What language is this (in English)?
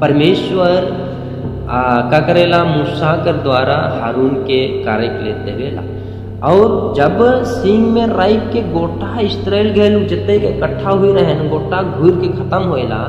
Sadri